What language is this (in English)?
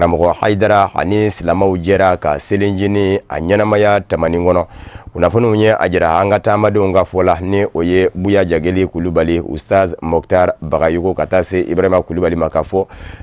Bambara